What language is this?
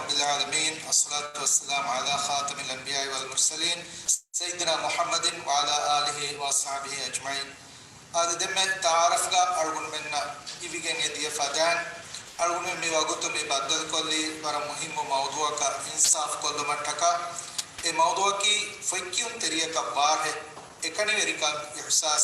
Divehi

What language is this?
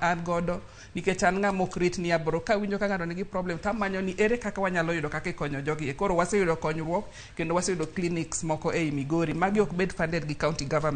Luo (Kenya and Tanzania)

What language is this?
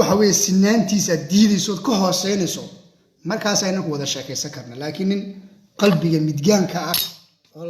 Somali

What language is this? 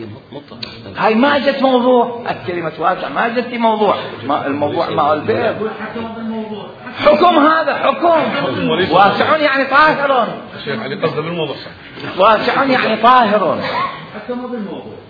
Mesopotamian Arabic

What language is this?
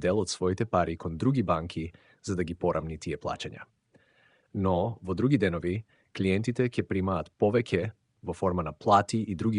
Macedonian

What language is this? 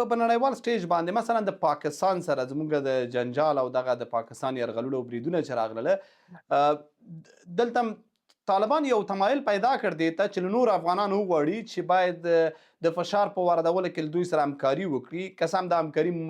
Pashto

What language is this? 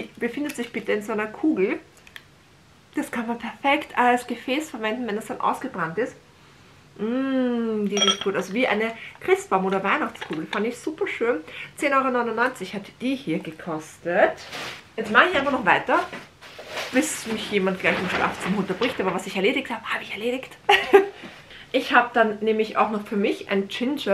German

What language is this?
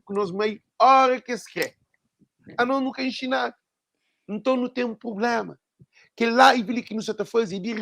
Kabuverdianu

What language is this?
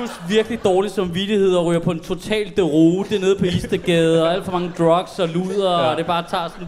Danish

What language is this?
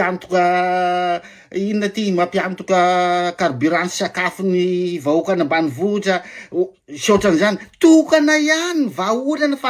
Malagasy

